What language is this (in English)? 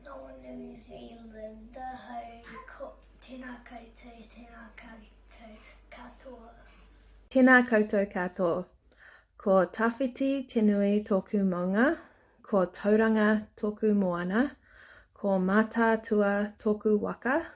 Māori